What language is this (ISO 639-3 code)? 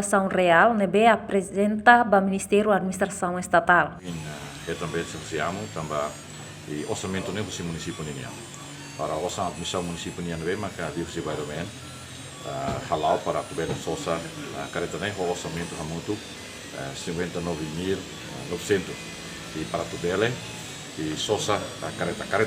tet